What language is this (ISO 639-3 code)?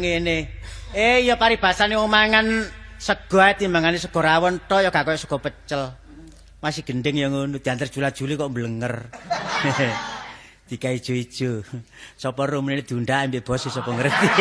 jav